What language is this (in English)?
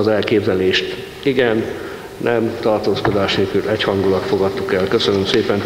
Hungarian